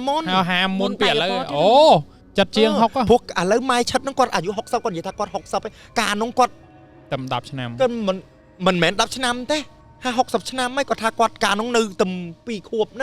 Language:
Khmer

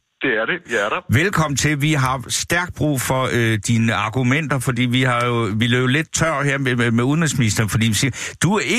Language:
Danish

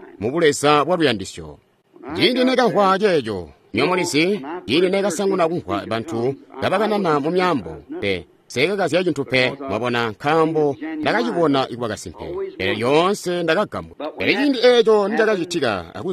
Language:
Tonga (Zambia)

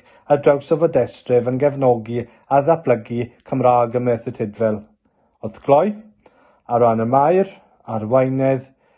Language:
Welsh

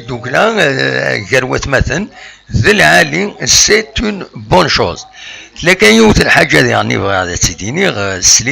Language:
Kabyle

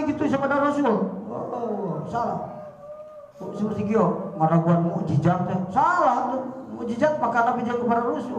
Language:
Sundanese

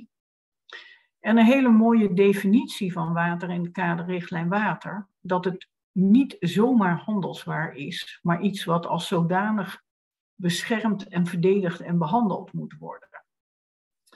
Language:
Dutch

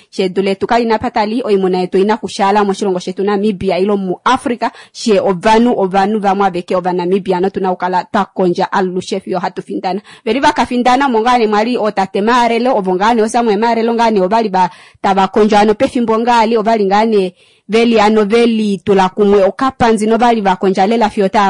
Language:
Kuanyama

